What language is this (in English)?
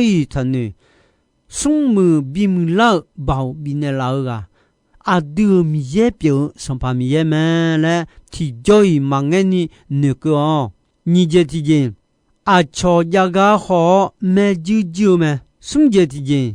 Akha